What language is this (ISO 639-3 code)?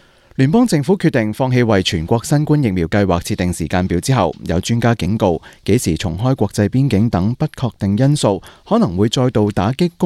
yue